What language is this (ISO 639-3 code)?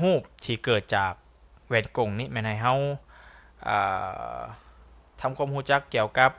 lao